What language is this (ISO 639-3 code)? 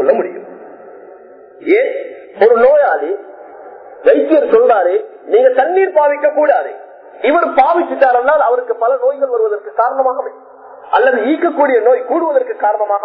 tam